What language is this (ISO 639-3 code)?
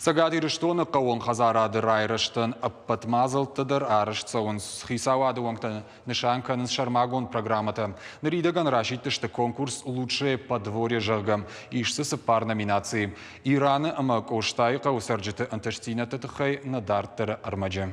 oss